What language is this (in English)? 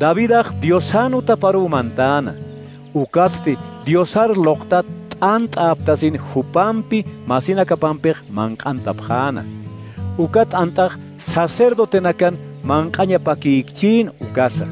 Aymara